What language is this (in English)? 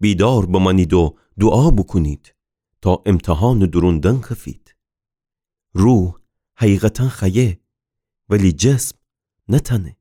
Gilaki